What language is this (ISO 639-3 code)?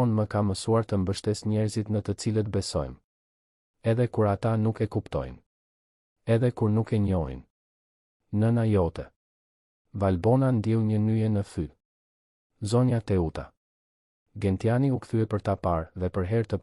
sqi